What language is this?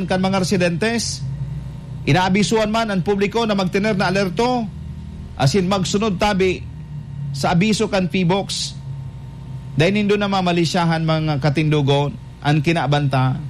Bikol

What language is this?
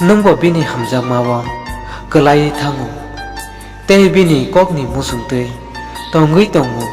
Kok Borok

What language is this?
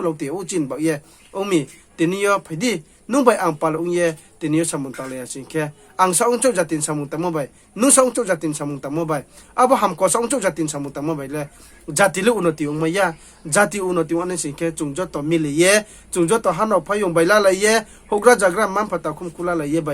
Riang (India)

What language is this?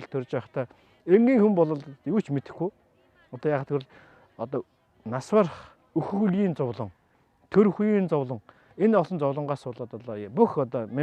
Mongolian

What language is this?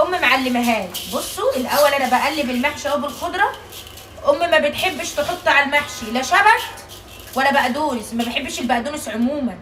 Egyptian Arabic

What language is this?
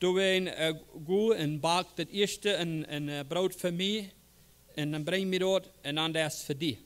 Plautdietsch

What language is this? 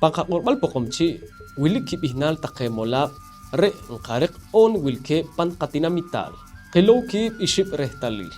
Poqomchi'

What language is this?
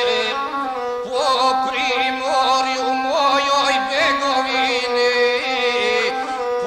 Croatian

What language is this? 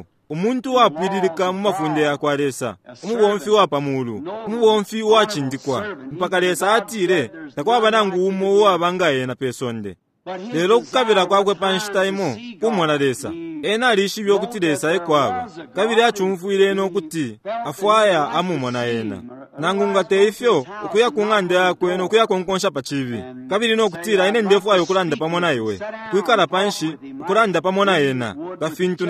Bemba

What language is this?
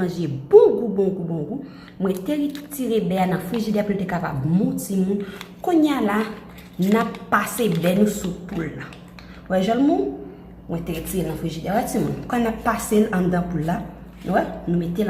Haitian Creole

